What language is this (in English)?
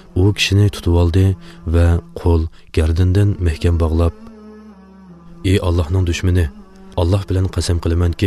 Uyghur